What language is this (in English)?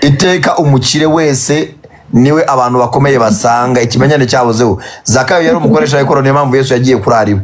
Kinyarwanda